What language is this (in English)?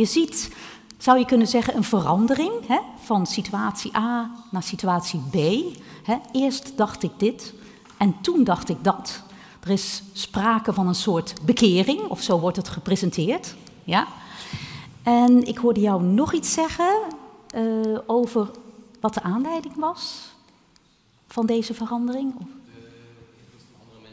Dutch